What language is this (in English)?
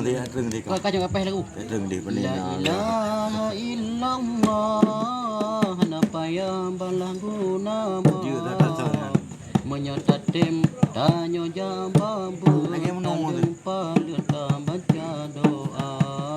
Achinese